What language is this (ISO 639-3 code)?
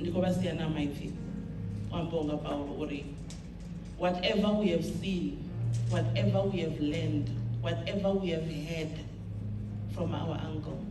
ven